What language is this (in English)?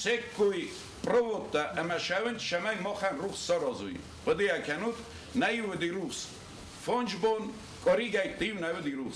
Ossetic